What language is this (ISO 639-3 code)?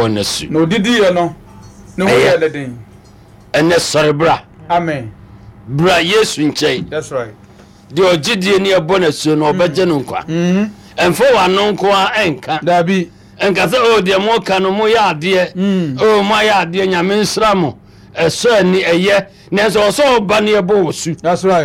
aka